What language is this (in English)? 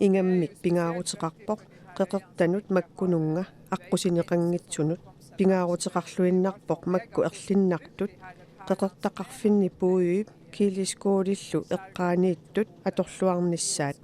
Kalaallisut